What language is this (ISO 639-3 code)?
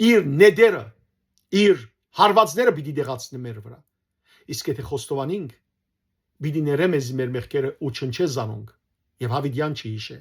hyw